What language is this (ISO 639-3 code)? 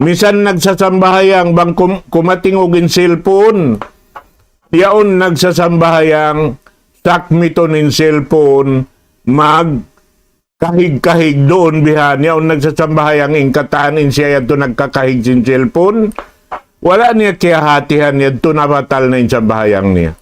tsg